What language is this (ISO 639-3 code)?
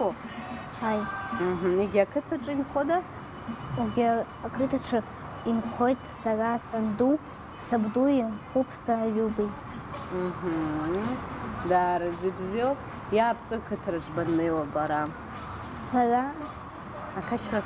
abk